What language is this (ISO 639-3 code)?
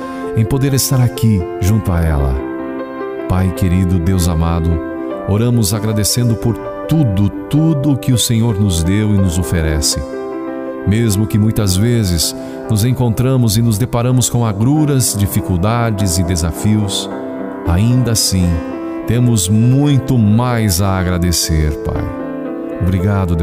por